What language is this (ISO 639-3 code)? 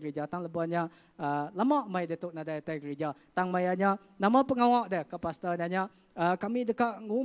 iba